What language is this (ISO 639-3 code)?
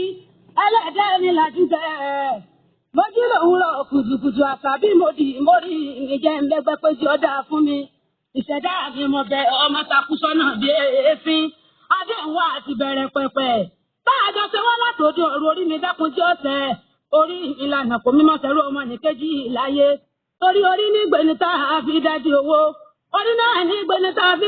yor